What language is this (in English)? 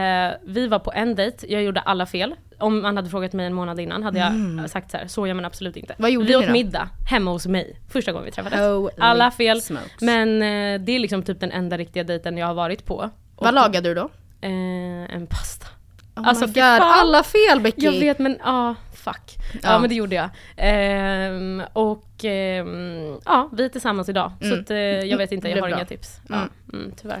Swedish